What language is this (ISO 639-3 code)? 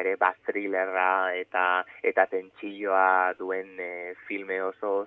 eus